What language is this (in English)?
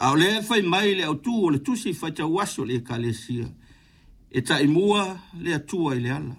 Samoan